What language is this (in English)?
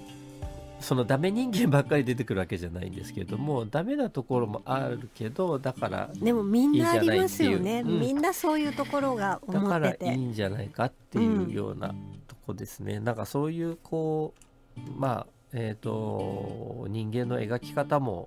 Japanese